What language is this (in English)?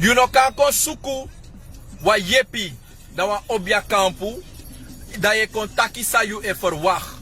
Sranan Tongo